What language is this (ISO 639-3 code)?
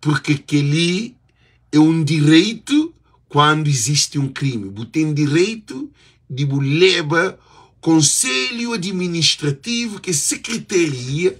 kea